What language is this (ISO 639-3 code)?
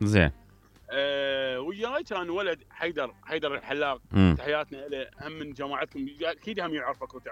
acm